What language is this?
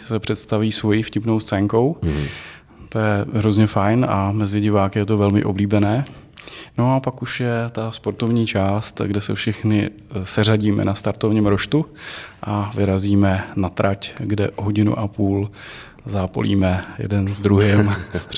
Czech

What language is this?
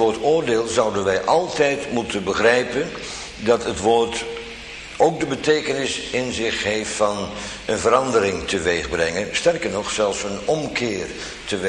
Dutch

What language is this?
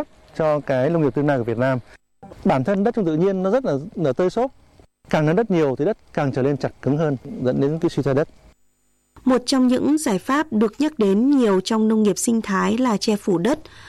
Vietnamese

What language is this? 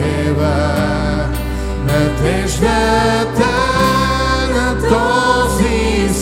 Bulgarian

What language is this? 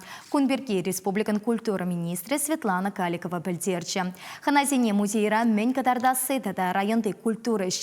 Chuvash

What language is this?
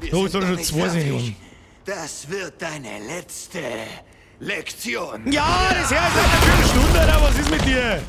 Bavarian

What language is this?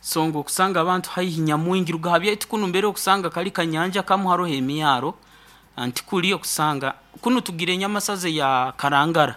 Nyoro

